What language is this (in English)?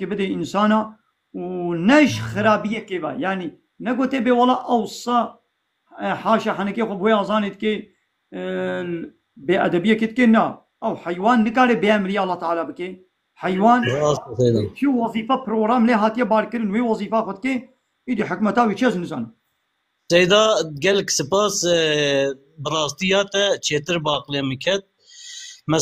Kurdish